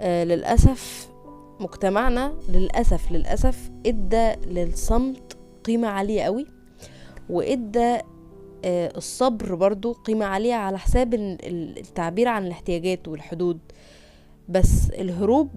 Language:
Egyptian Arabic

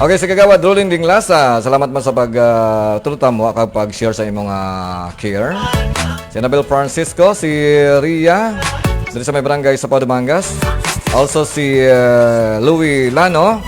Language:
Hiligaynon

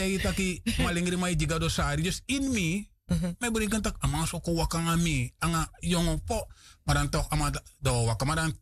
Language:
Sranan Tongo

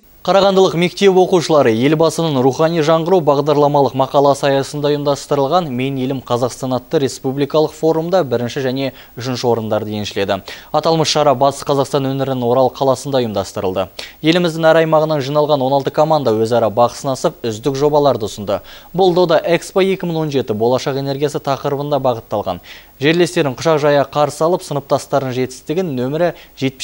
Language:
Kazakh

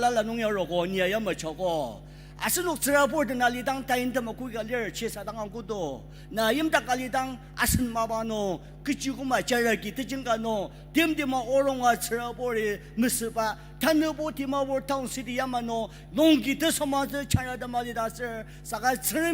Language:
Ao Naga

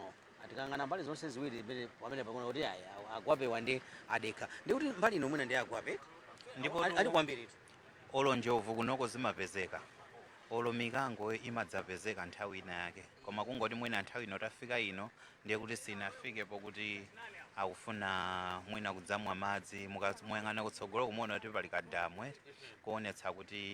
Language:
Nyanja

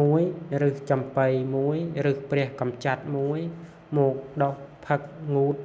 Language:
Khmer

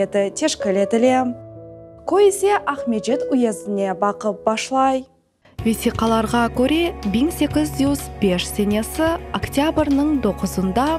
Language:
Crimean Tatar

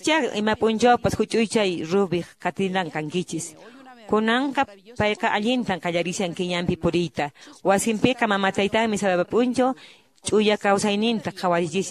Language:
Quechua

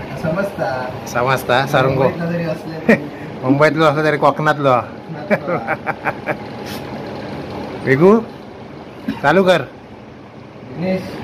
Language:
Marathi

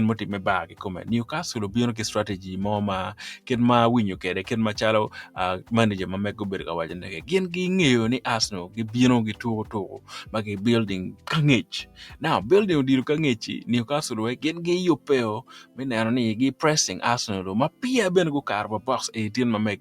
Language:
Acoli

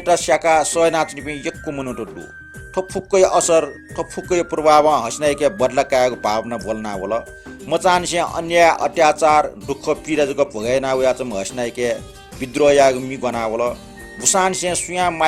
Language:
Newari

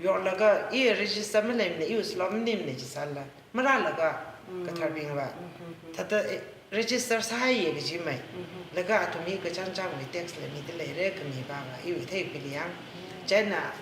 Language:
Tangkhul Naga (India)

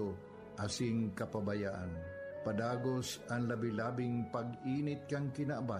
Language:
Bikol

